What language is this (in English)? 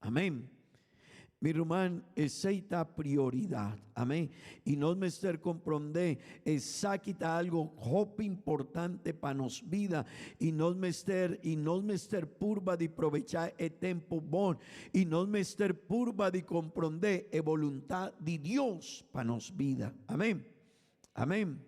Papiamento